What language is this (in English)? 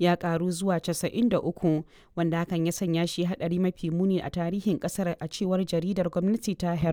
Hausa